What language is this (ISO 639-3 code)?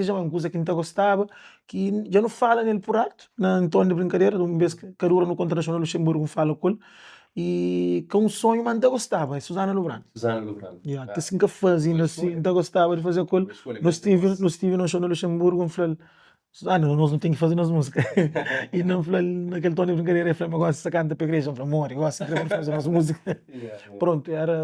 kea